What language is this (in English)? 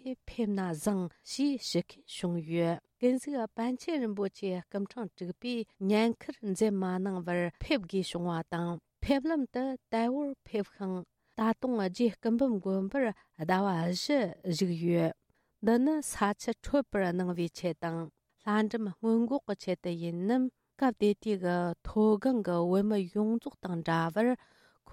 Tibetan